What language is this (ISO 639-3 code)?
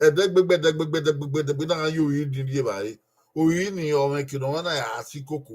bin